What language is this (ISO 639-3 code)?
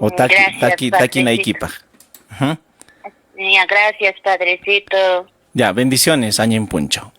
quy